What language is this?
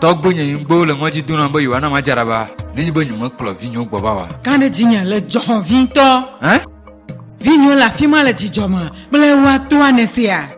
Ewe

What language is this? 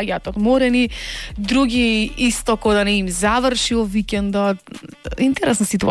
Macedonian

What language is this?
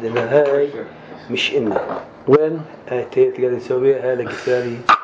North Levantine Arabic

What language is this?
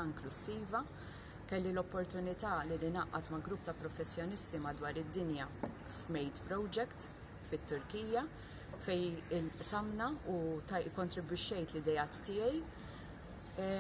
Maltese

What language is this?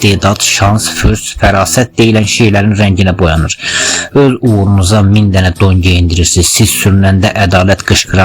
Azerbaijani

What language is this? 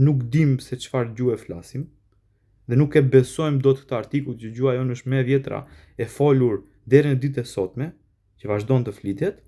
Albanian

